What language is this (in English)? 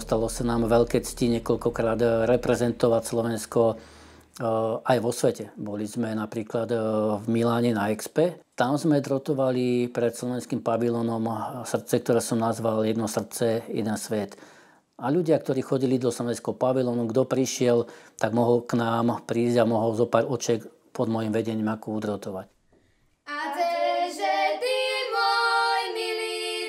Slovak